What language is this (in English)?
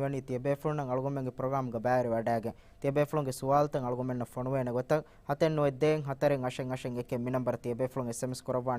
Divehi